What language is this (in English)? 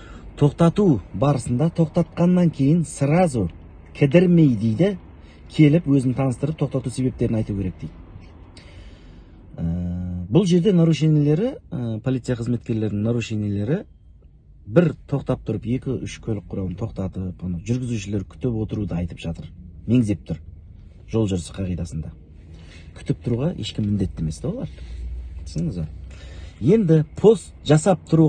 Kazakh